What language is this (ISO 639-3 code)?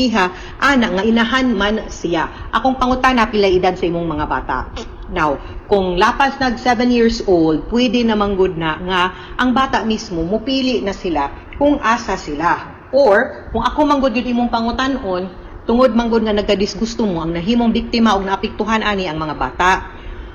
ceb